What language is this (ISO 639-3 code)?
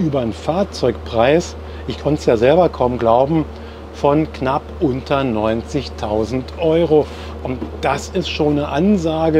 deu